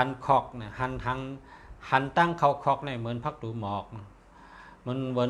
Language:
Shan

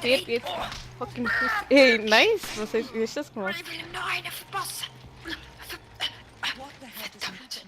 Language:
Swiss German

